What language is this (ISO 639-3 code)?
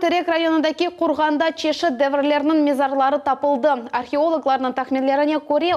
crh